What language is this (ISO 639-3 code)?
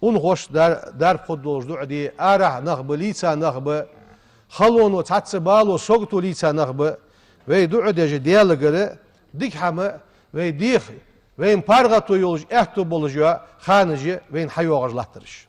inh